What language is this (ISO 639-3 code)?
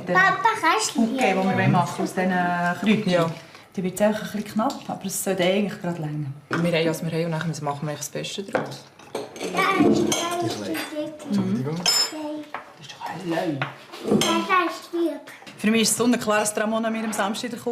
gsw